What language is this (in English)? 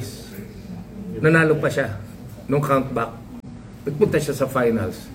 Filipino